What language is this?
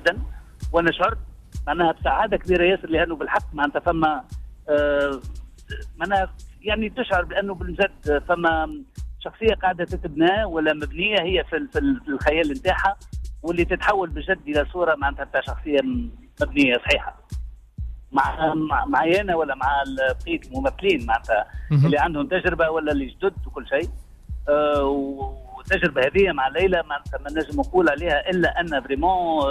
Tunisian Arabic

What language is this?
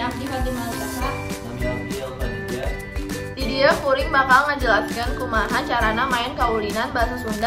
Sundanese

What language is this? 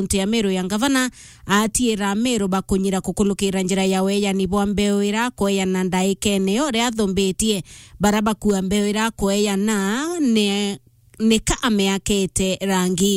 Meru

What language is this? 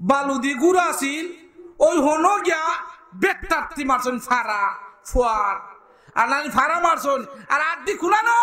Sylheti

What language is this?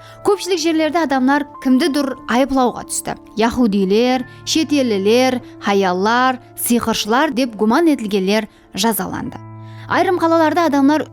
Kara-Kalpak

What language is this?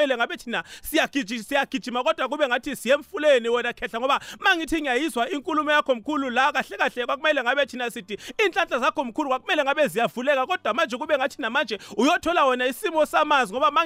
South Ndebele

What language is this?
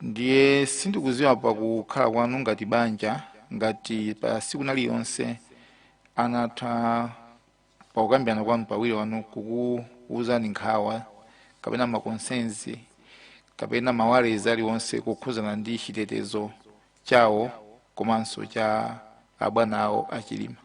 Nyanja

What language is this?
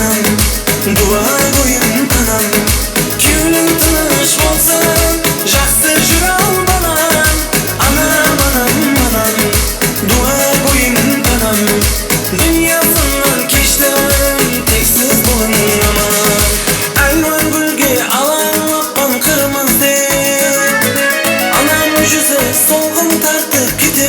Kara-Kalpak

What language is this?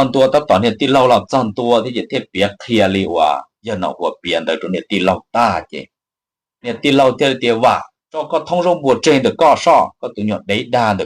Hmong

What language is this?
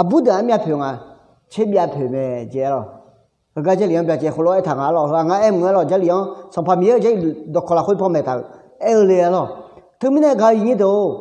Akha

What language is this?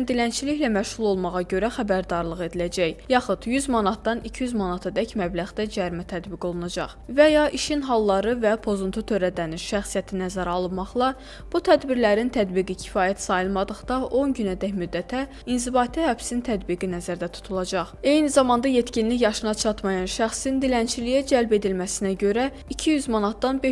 Azerbaijani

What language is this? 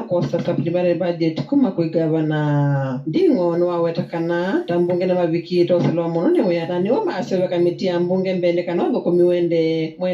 Kamba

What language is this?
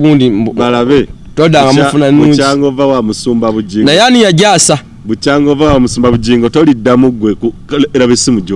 Ganda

